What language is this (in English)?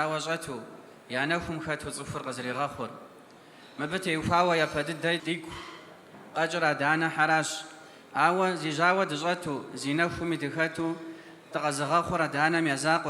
Kabardian